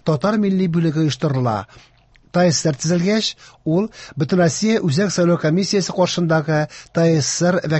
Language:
Tatar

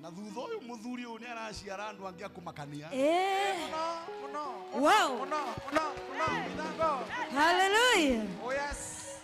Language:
Kikuyu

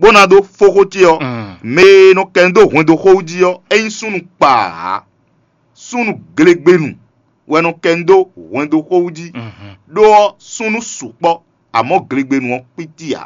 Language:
Fon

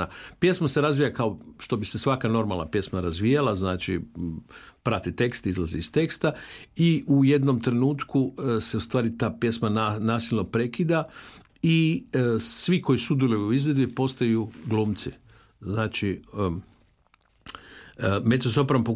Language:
Croatian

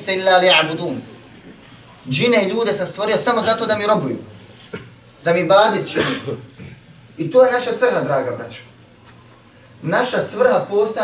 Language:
Bosnian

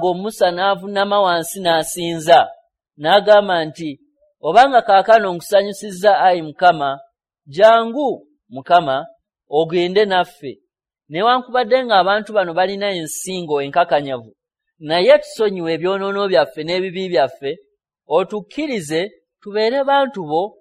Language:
Ganda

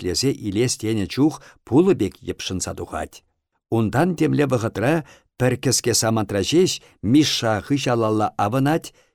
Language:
Chuvash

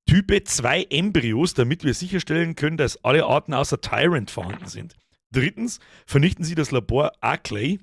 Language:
Bavarian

